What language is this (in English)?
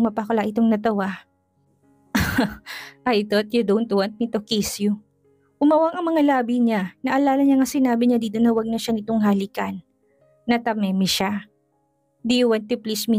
Filipino